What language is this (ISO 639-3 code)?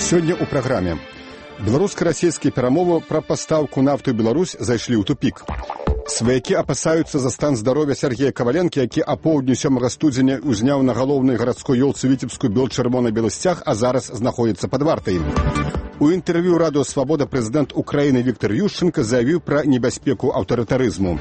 bel